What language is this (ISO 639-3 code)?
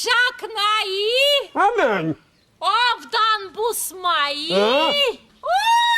chv